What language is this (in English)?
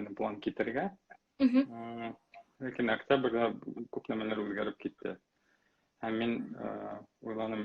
Bashkir